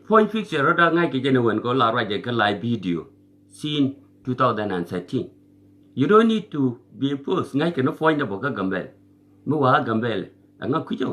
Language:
Nuer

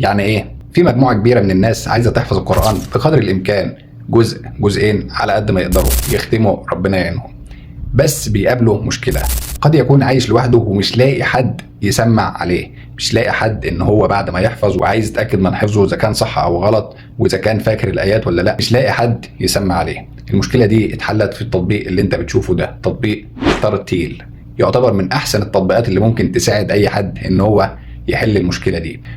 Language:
Egyptian Arabic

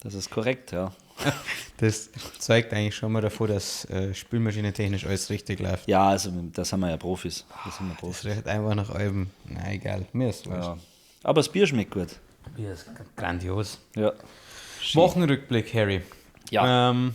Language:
Bavarian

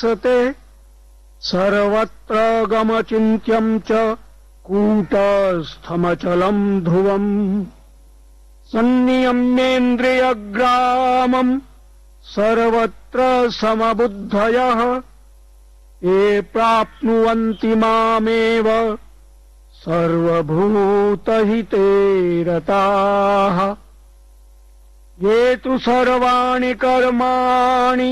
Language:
Sanskrit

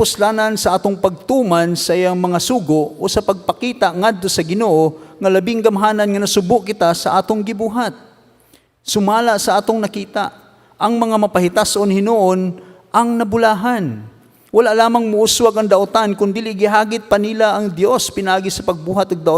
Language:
Cebuano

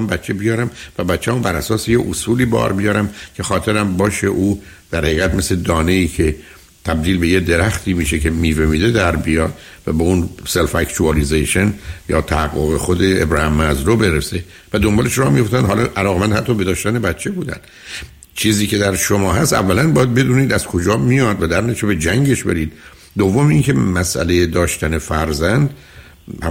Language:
Persian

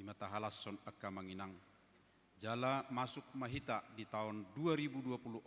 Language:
Batak Toba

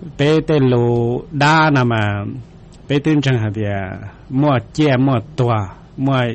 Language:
Hmong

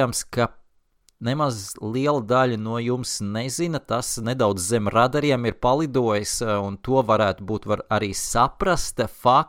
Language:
Latvian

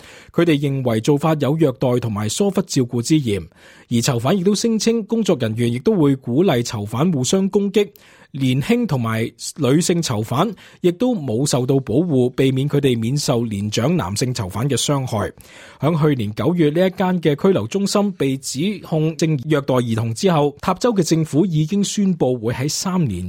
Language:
Cantonese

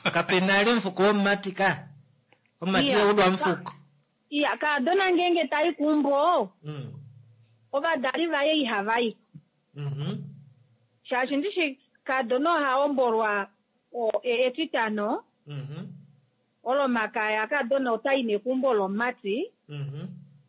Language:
Kuanyama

